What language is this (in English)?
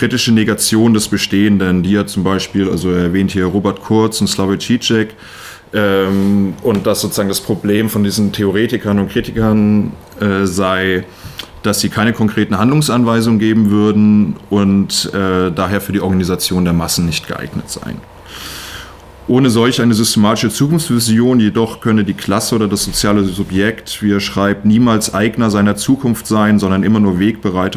German